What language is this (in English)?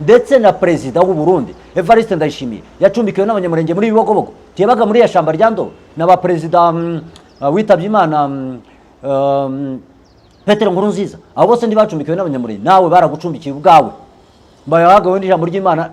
Kinyarwanda